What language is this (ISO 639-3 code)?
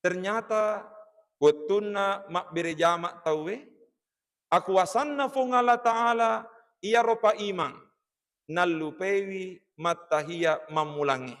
bug